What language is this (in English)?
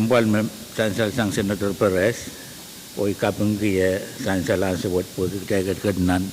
Pohnpeian